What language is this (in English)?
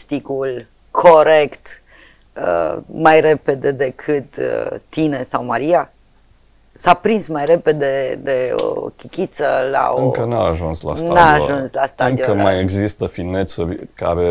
Romanian